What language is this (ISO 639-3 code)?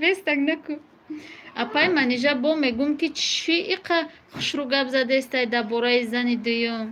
tgk